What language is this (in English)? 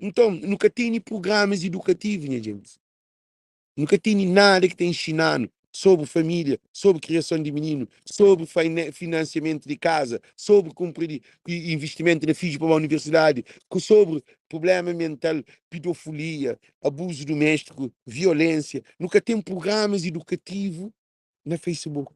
Kabuverdianu